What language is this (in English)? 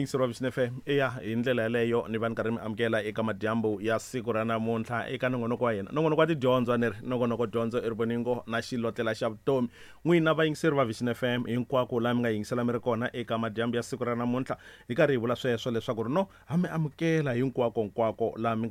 Tsonga